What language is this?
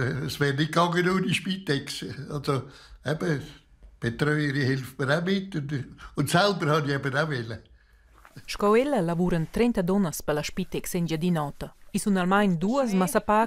Romansh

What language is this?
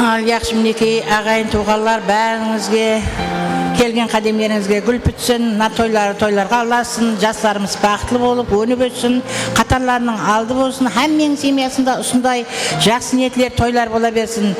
Kara-Kalpak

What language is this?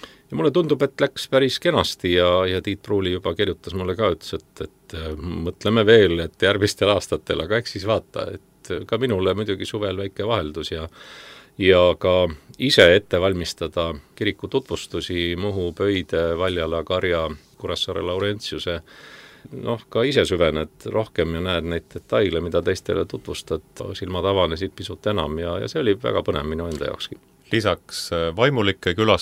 Estonian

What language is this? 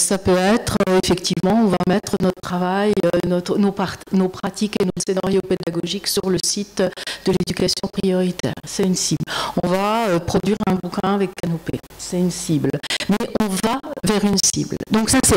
French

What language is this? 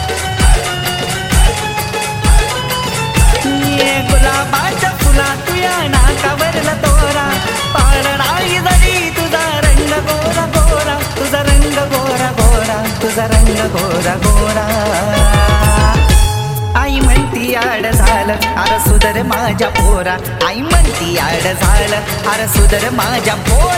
Marathi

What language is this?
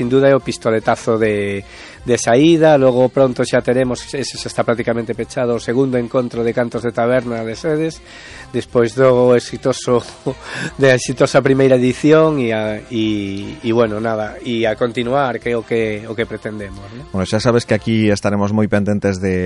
Galician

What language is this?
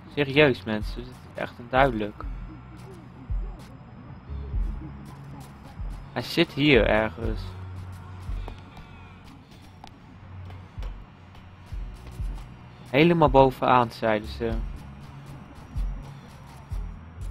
Dutch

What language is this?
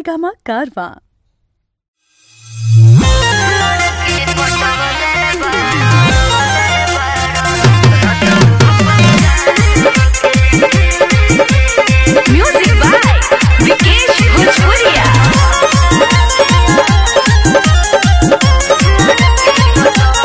Bhojpuri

